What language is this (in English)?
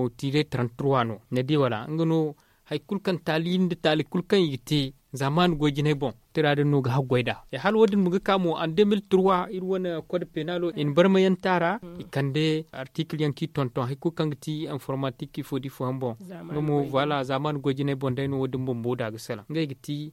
Zarma